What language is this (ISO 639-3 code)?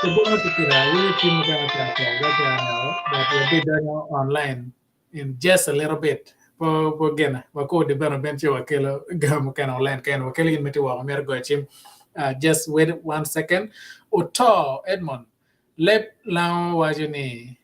ach